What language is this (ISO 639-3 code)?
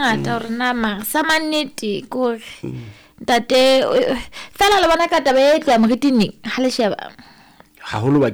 sot